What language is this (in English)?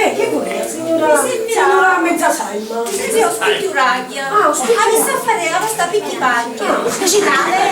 Sicilian